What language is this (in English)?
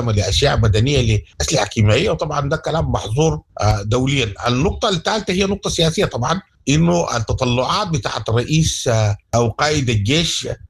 Sudanese Arabic